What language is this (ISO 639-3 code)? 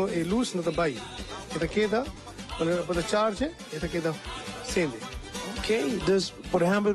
pap